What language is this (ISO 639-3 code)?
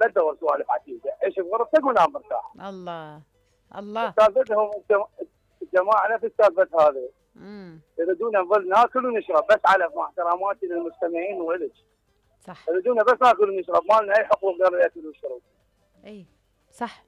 acm